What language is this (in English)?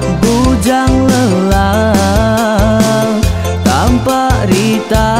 Iban